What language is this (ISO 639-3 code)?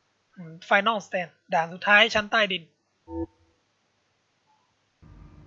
tha